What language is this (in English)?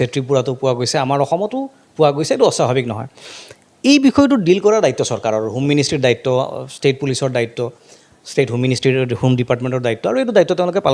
Assamese